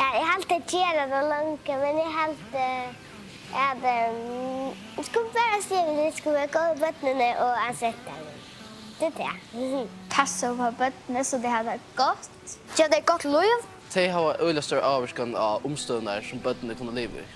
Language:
Faroese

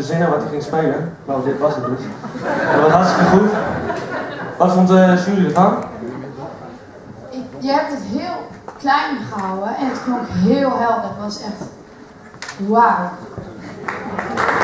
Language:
Dutch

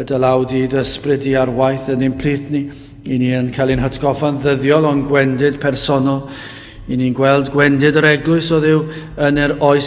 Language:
Welsh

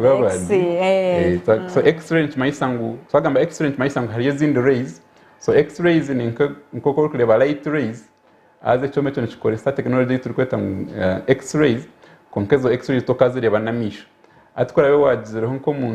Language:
Nyankole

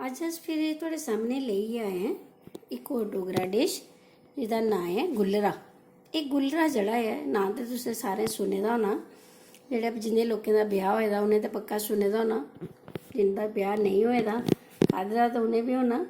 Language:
Dogri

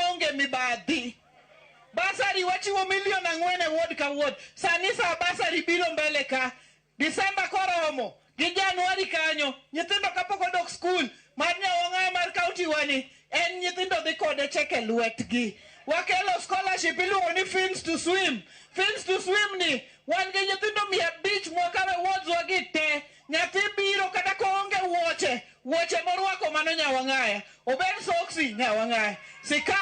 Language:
Luo (Kenya and Tanzania)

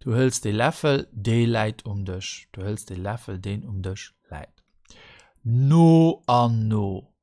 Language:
Luxembourgish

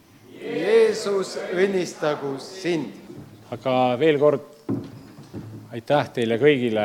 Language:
Estonian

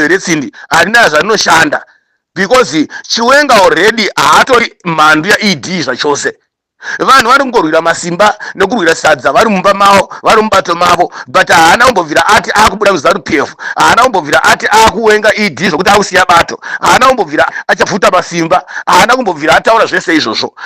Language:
Shona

